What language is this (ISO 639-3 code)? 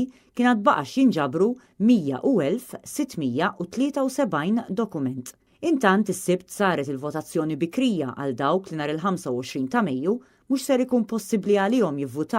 mlt